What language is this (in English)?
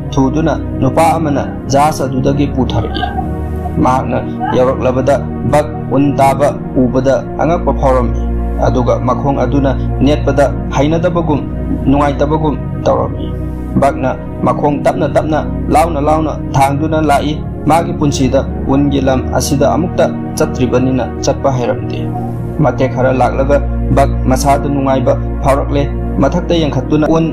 Manipuri